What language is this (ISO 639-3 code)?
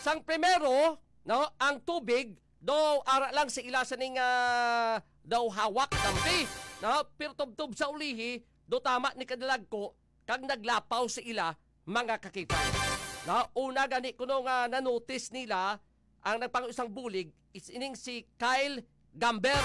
hil